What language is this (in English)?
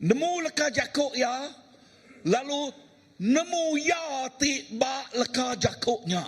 Iban